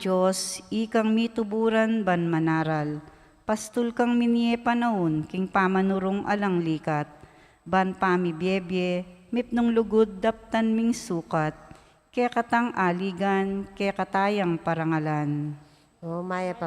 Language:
Pampanga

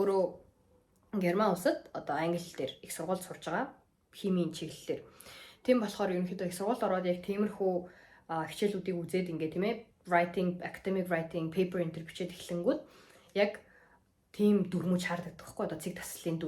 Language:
Mongolian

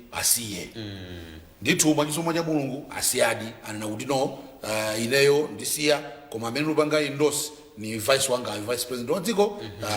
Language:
Nyanja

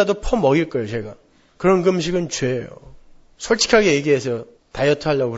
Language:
Korean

